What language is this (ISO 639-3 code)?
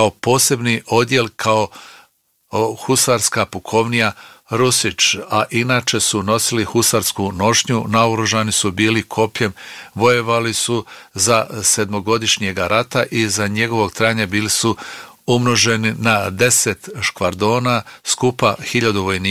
bos